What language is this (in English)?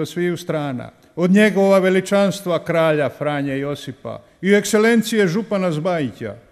Croatian